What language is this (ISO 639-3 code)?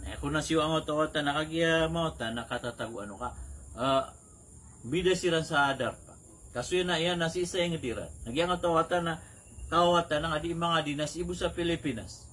mrw